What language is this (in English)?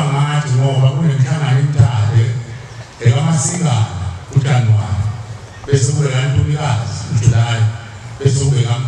Zulu